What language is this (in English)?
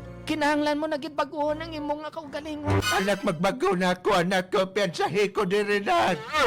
Hiligaynon